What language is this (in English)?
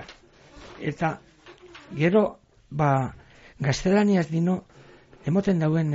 Basque